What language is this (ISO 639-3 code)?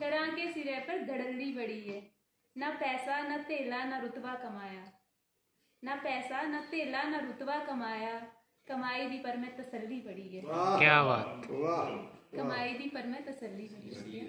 doi